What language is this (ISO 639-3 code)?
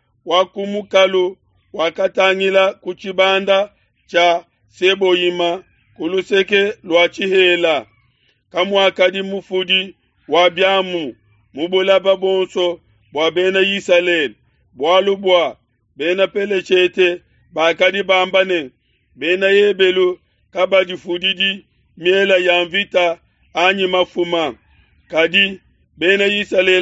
lua